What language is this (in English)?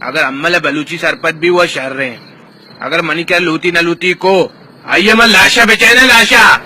Baluchi